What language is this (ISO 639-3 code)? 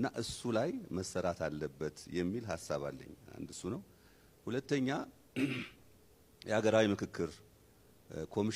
amh